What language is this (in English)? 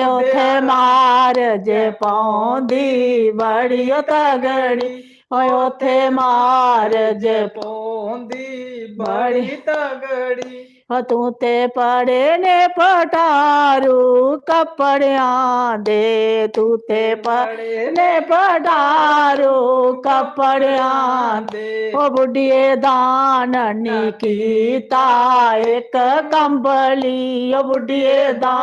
Dogri